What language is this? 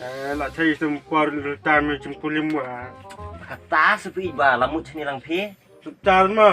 Khasi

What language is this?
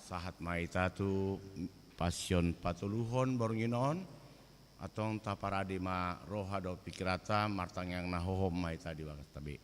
Batak Toba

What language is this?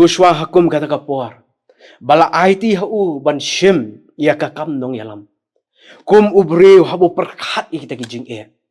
Khasi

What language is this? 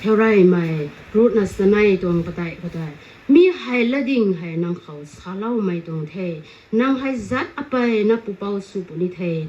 Rongmei Naga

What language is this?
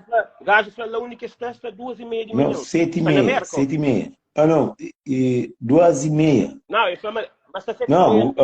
Kabuverdianu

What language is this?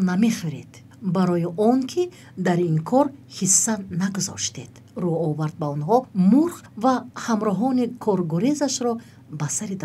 Tajik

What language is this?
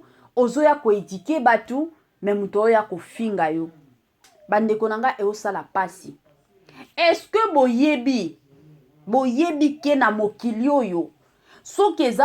Lingala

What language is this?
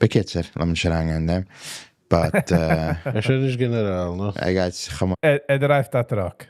Yiddish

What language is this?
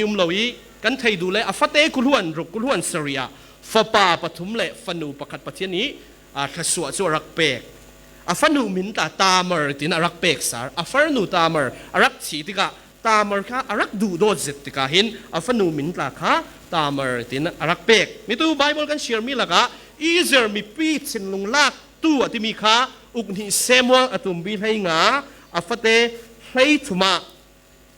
Falam Chin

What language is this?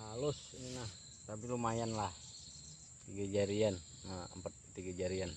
Banjar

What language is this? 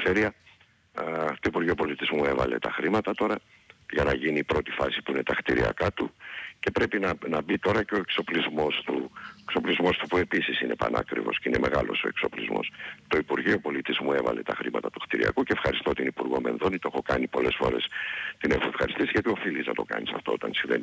Greek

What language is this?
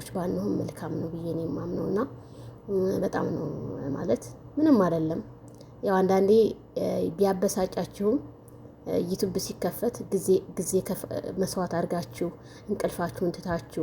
Amharic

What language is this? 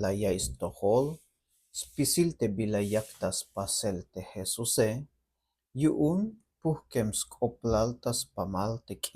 Tzeltal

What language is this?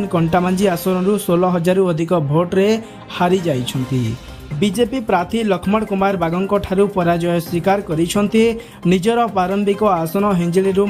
Odia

